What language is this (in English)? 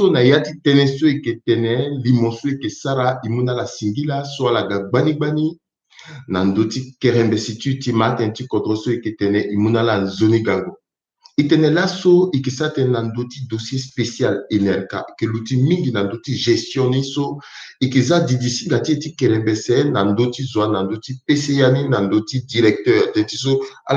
Sango